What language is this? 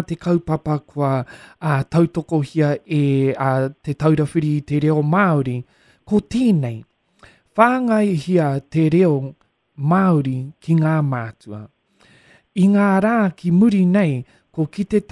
Māori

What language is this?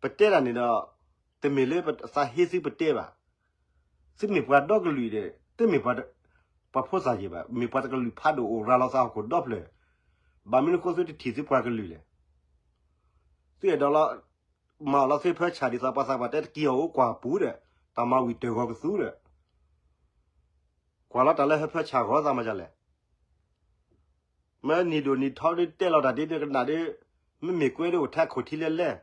S'gaw Karen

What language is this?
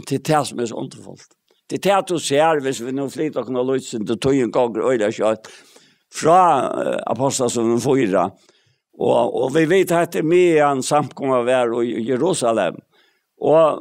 Faroese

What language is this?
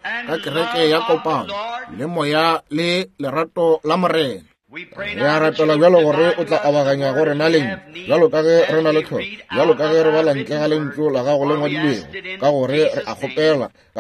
Northern Sotho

